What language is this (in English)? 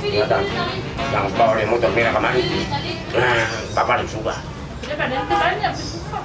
Ambonese Malay